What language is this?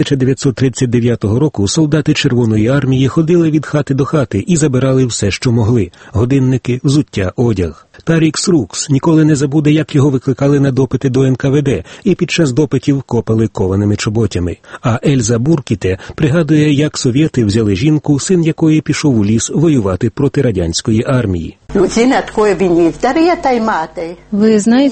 Ukrainian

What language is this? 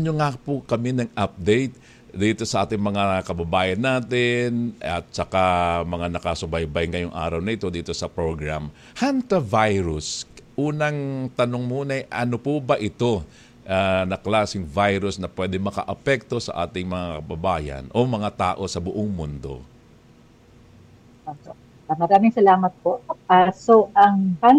Filipino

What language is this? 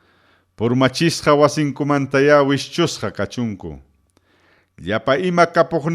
Ayacucho Quechua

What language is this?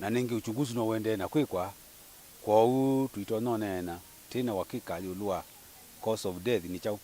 Kamba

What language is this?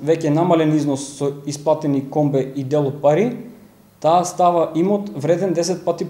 Macedonian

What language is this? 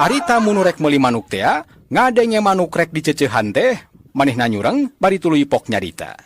Sundanese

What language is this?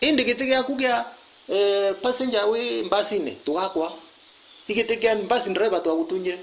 Meru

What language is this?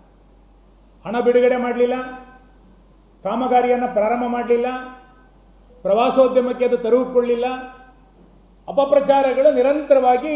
Kannada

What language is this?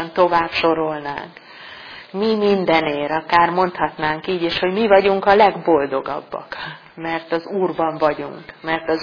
Hungarian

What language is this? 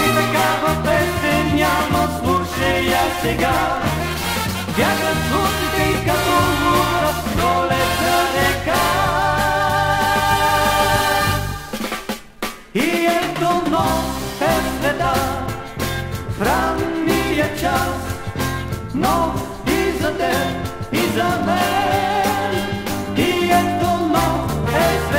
Bulgarian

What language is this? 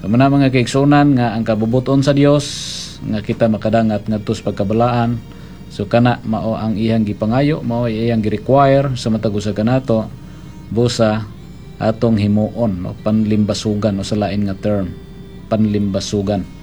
Cebuano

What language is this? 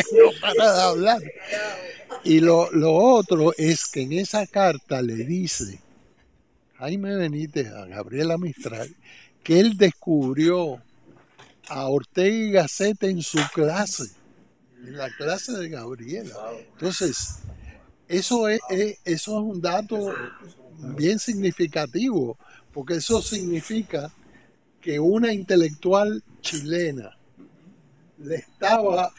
Spanish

